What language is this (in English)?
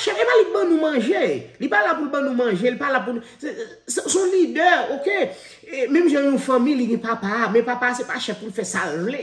Haitian Creole